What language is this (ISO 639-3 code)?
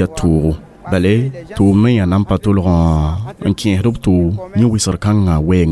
mos